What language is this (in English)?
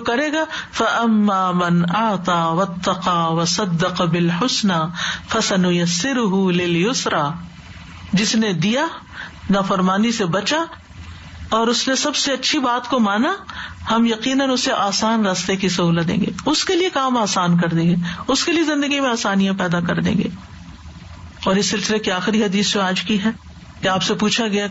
Urdu